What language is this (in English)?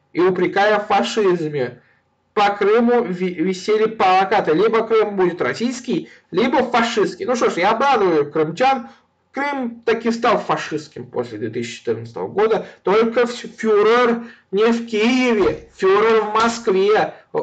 Russian